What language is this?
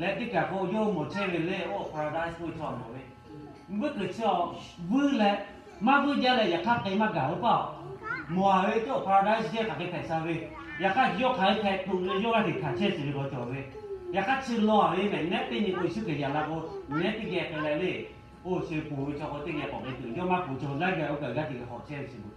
Lahu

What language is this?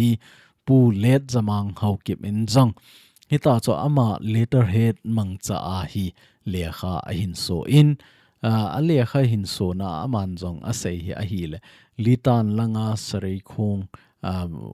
Thado Chin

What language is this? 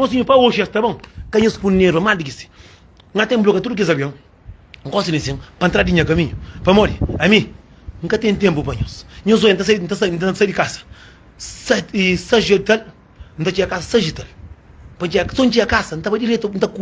Kabuverdianu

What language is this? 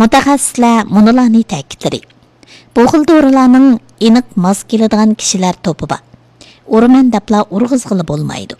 Uyghur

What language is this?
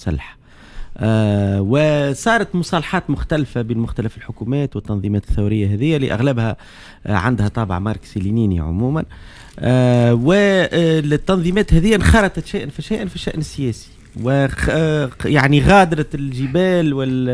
Tunisian Arabic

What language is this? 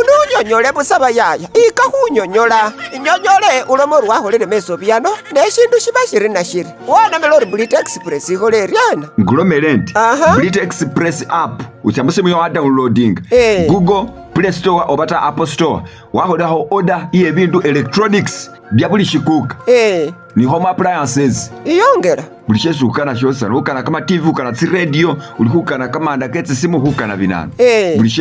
Masaaba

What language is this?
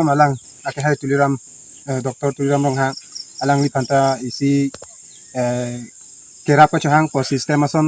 Karbi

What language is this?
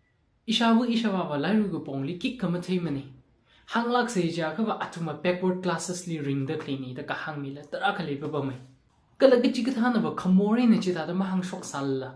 Tangkhul Naga (India)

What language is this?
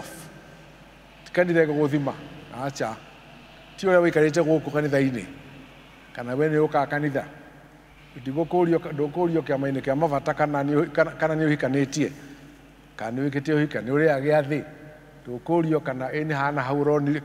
Kikuyu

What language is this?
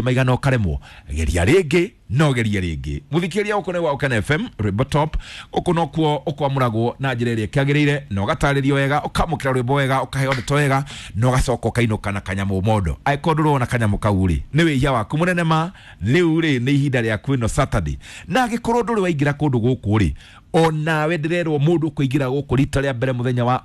Kikuyu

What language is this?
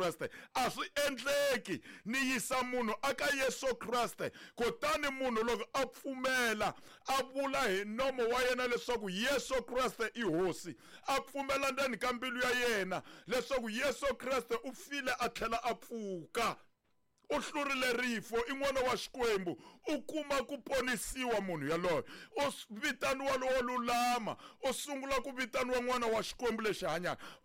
Tsonga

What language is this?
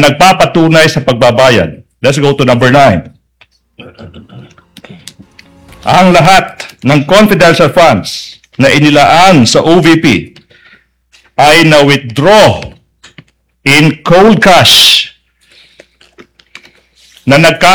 Filipino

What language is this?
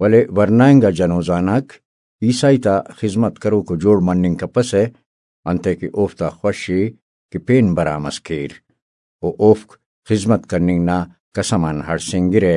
Brahui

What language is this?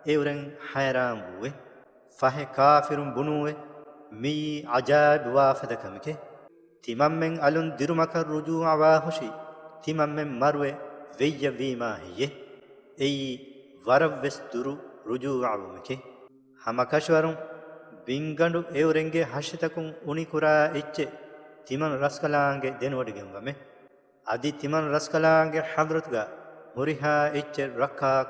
Divehi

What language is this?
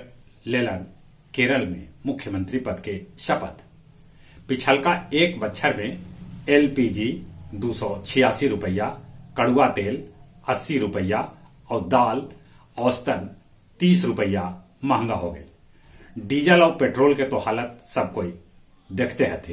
Magahi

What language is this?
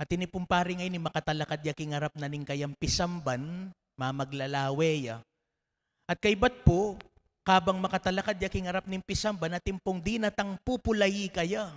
Pampanga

